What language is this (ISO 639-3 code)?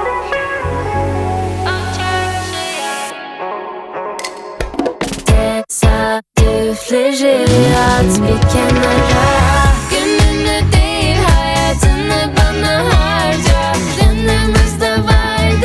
tur